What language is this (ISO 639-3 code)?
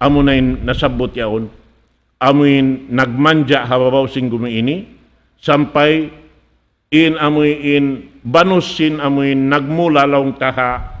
tsg